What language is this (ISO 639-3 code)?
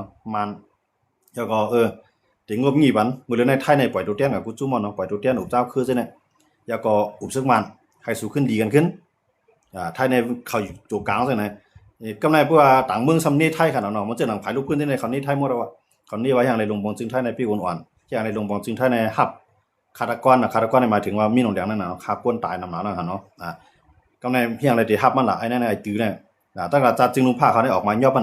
shn